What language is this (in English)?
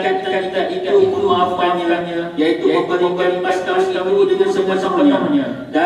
Malay